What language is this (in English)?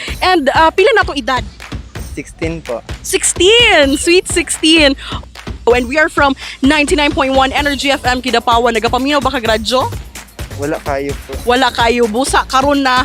Cebuano